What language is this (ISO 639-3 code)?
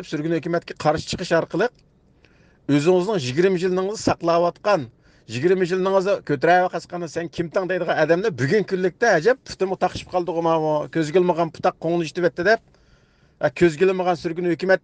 uig